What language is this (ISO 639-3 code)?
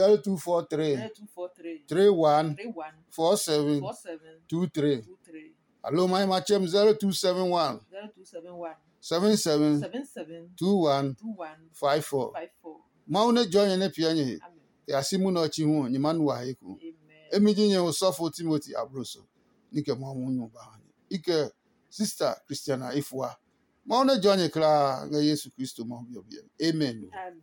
ada